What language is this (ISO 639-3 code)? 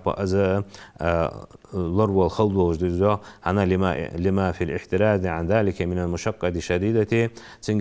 inh